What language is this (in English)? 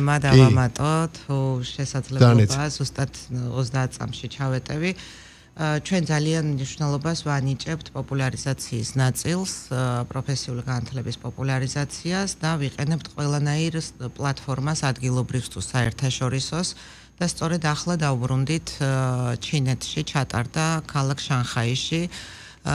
Georgian